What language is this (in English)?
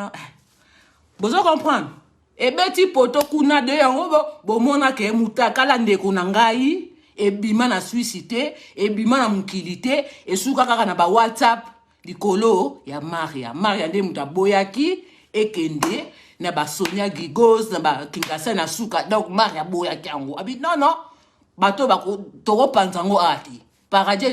Lingala